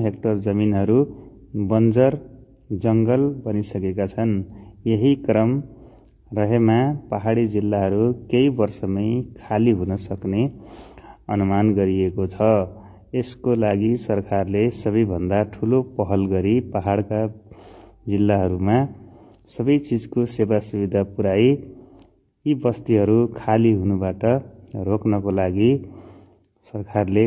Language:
Nepali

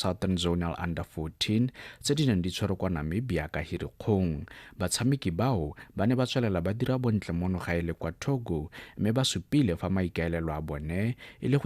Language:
Tswana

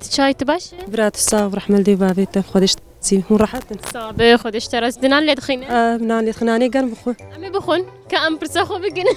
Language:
Kurdish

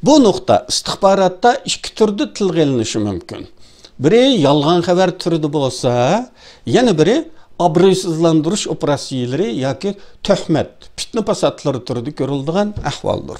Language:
Uyghur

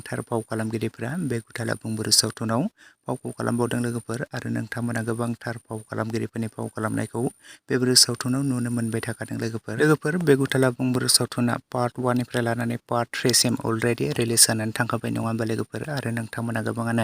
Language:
Bodo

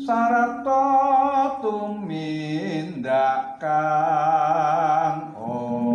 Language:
Javanese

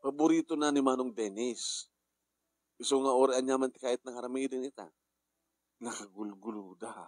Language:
Iloko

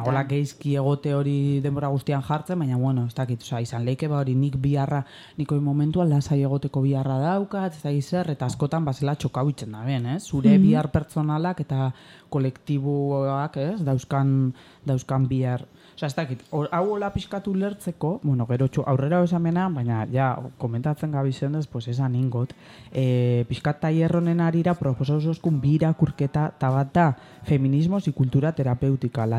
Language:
Basque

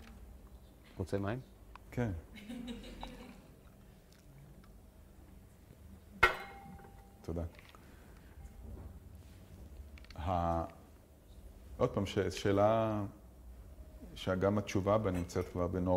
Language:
Hebrew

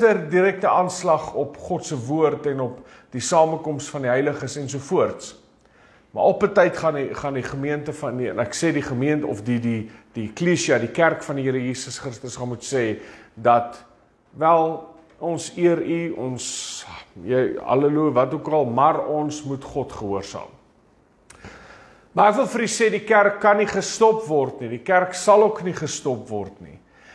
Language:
Afrikaans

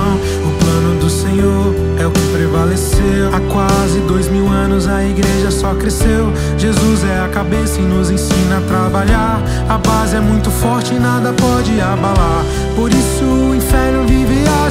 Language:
Portuguese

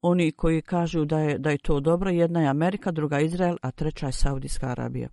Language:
Bosnian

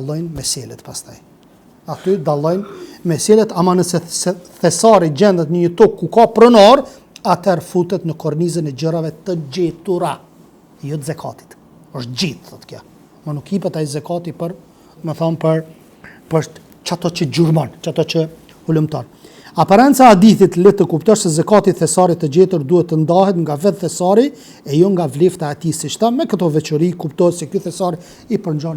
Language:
Albanian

